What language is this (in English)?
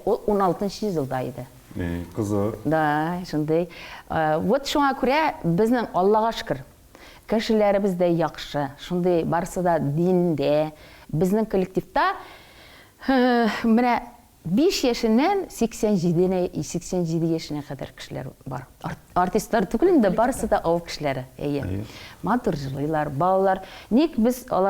Tatar